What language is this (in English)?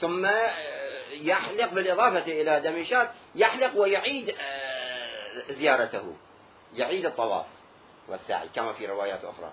Mesopotamian Arabic